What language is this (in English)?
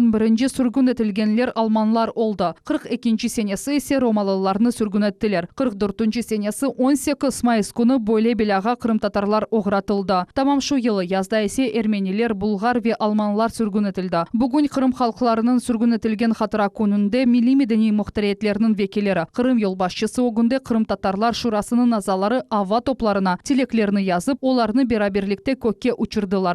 Crimean Tatar